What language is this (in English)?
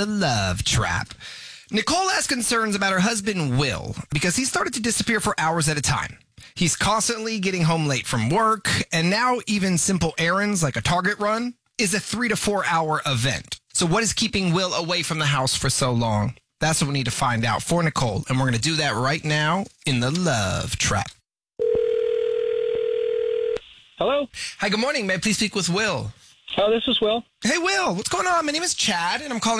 English